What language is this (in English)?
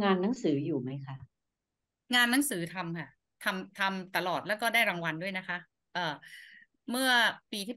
Thai